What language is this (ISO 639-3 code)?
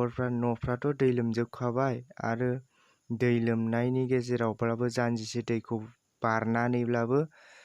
brx